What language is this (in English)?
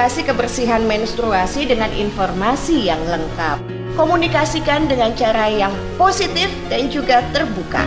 Indonesian